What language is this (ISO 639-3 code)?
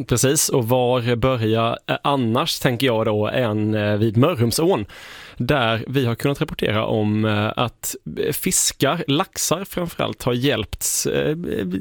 swe